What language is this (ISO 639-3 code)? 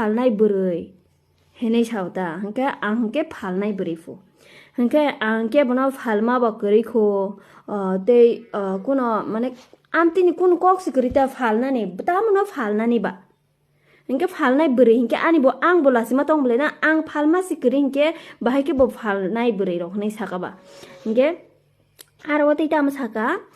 trp